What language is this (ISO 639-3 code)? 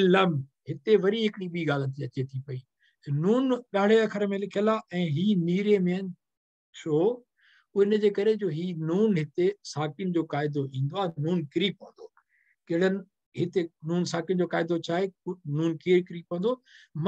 snd